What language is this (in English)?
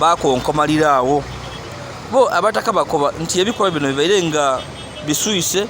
Ganda